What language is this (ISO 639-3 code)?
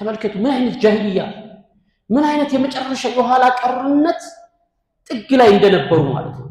amh